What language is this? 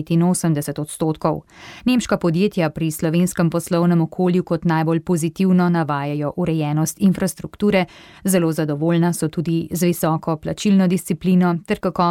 Slovenian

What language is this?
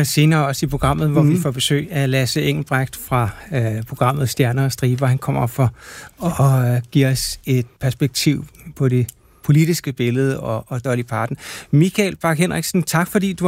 Danish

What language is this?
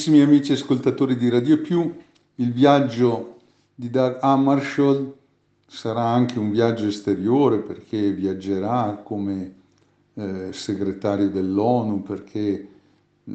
Italian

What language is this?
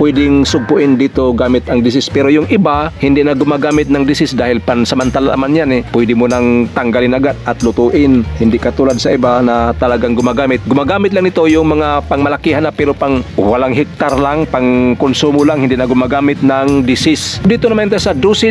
Filipino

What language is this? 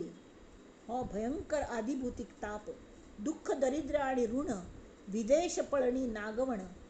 Konkani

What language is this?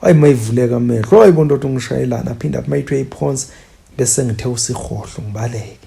Zulu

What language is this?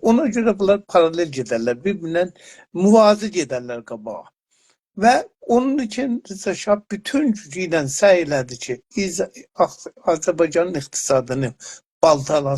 South Azerbaijani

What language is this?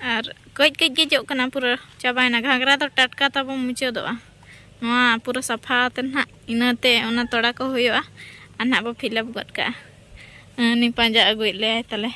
Santali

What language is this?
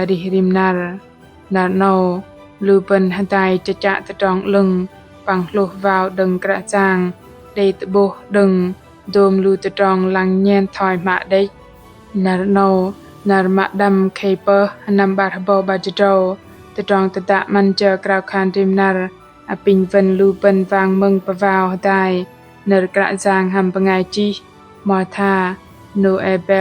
Bahnar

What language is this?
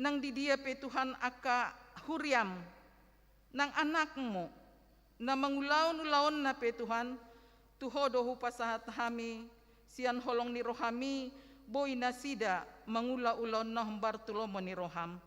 Batak Toba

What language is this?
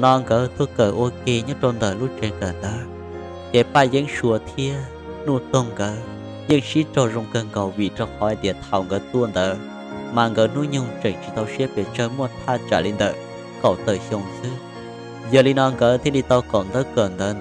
Hmong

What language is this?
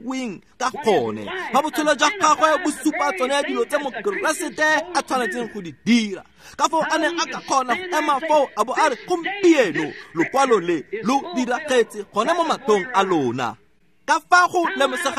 Tswana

